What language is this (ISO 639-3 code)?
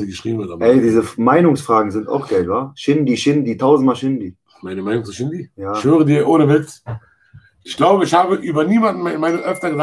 deu